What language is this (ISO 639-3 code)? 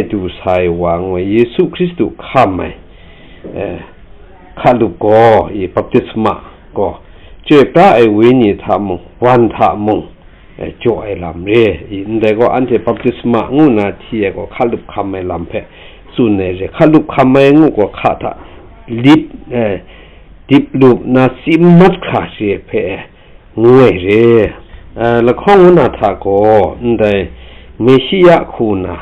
kac